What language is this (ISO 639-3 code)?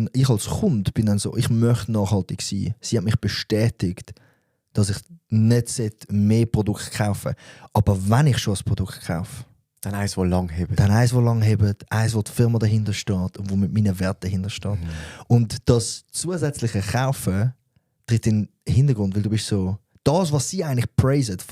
gsw